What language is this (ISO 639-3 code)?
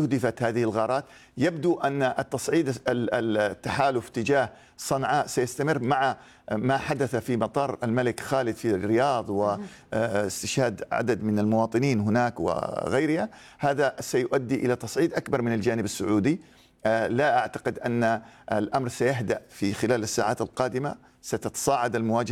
ara